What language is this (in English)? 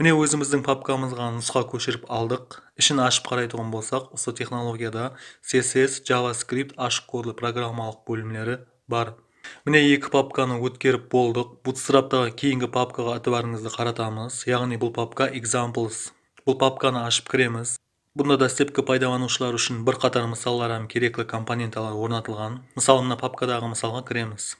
Kara-Kalpak